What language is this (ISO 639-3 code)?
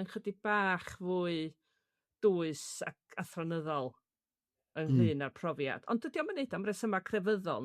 cym